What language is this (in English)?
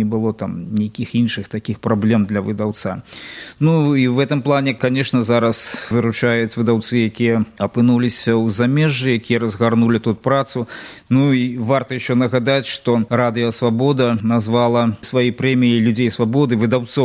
Belarusian